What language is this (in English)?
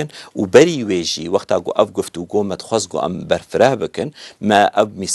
Kurdish